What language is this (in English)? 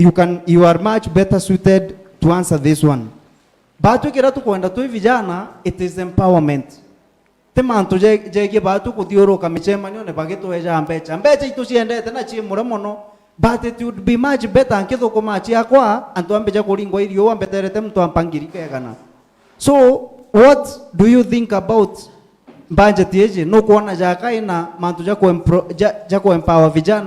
Meru